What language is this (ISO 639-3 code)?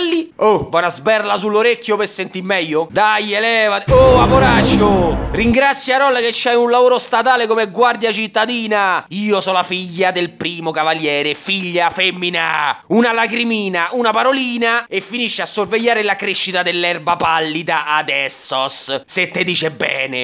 ita